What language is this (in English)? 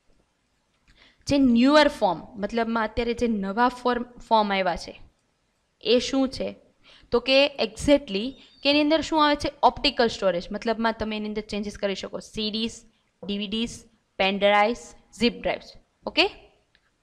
Gujarati